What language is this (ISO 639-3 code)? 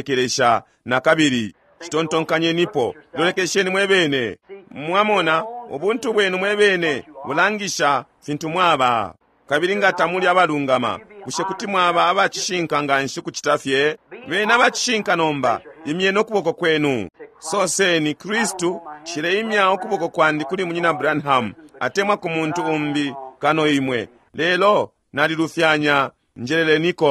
bem